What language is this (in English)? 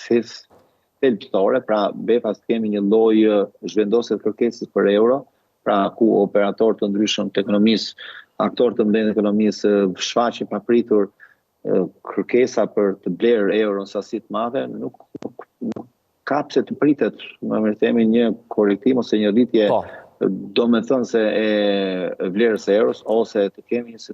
Albanian